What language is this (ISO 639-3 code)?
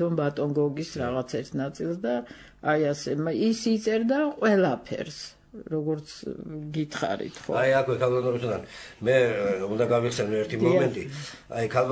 kat